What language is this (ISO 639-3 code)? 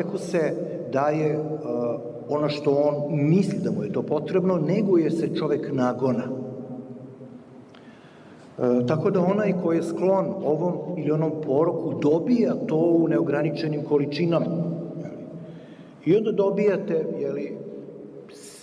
srp